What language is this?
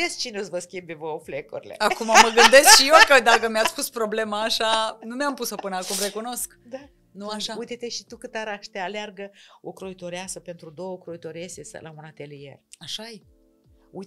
Romanian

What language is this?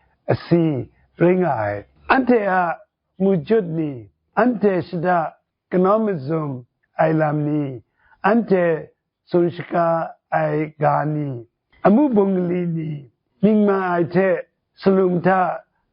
Kachin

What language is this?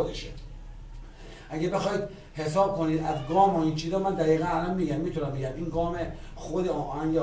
Persian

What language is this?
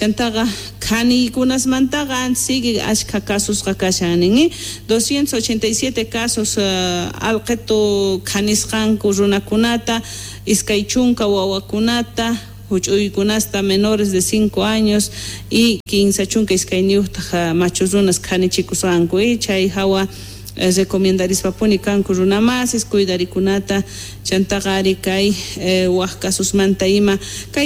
South Bolivian Quechua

